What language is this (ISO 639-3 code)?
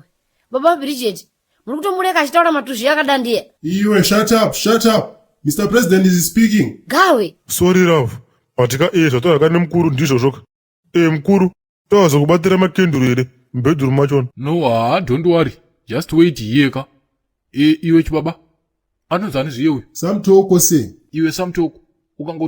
sna